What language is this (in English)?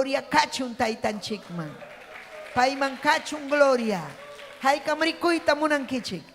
Ayacucho Quechua